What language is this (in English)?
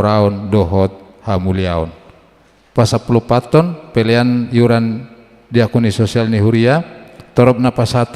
Batak Toba